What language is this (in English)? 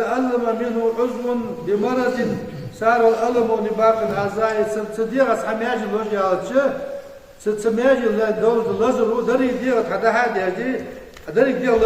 Ingush